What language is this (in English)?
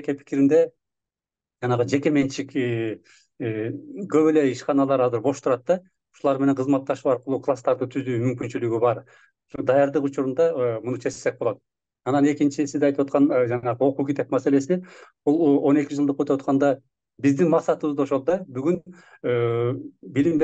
Kyrgyz